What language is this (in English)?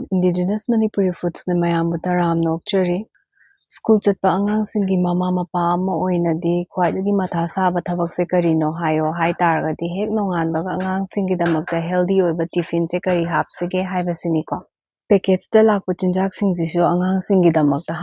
Manipuri